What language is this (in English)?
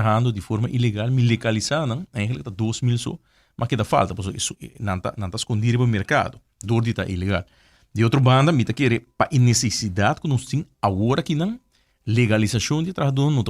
Papiamento